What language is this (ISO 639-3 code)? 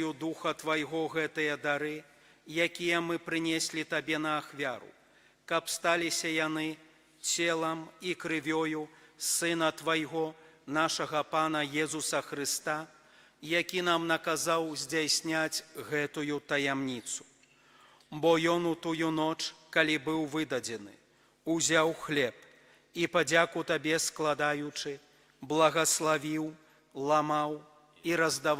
bel